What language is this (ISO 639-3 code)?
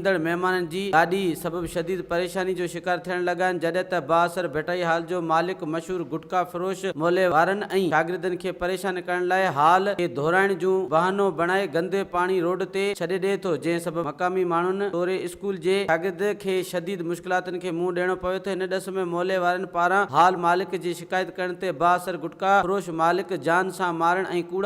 snd